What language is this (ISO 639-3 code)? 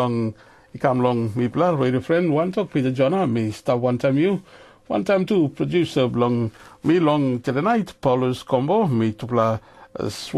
tpi